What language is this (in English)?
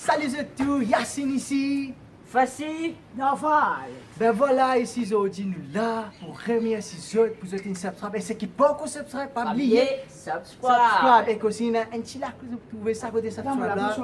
Morisyen